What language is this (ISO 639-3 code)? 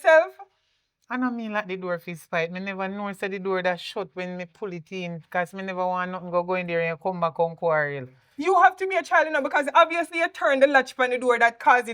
jam